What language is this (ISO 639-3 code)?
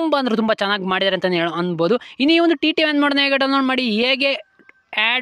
kan